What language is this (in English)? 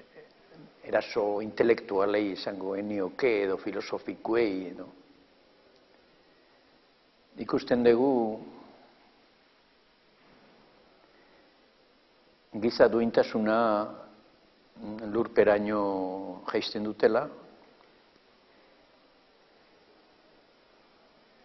Basque